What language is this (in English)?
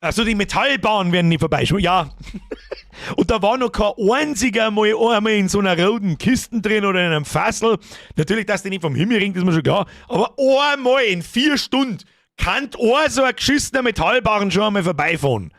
Bavarian